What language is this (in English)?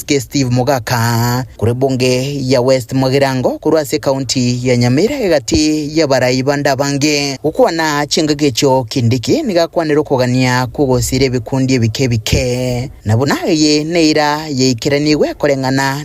Gusii